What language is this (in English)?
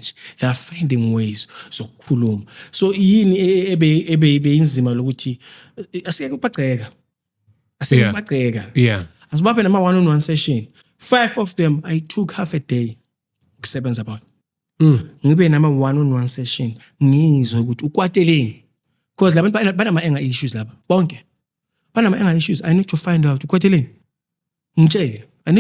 Zulu